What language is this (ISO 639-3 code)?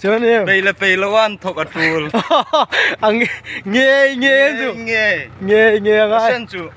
hmr